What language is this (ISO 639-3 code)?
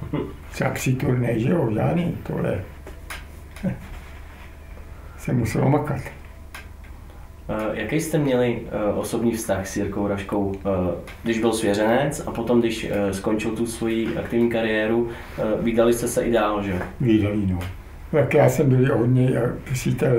ces